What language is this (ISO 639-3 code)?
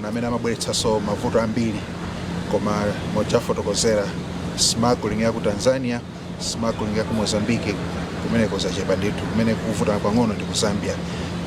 nya